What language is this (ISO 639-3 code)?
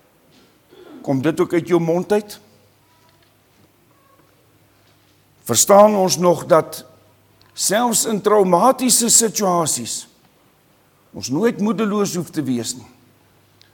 afr